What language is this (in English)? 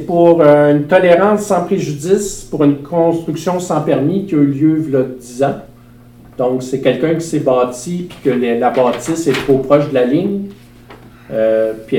French